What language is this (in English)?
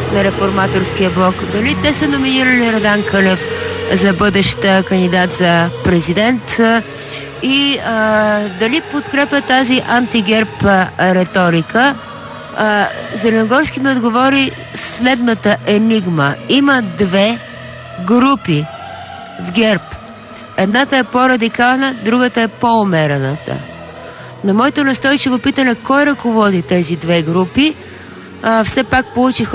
Bulgarian